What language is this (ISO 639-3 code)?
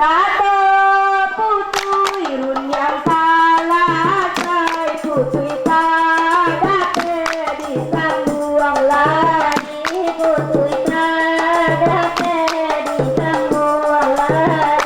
min